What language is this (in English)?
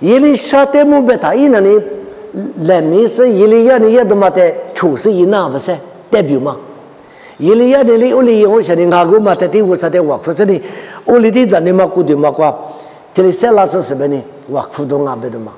Lisu